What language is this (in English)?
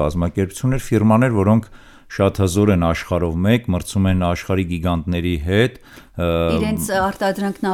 Armenian